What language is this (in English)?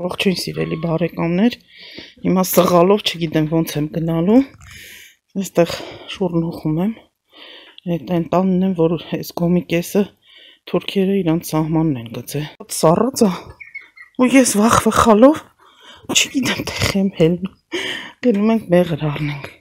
Armenian